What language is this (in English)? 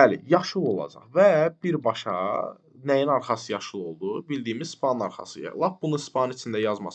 Azerbaijani